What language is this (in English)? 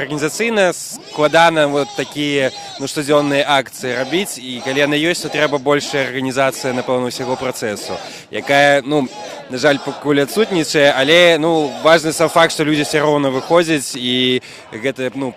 Belarusian